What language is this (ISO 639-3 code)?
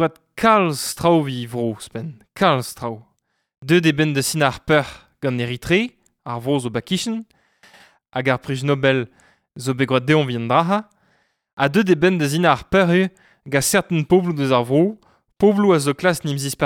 bre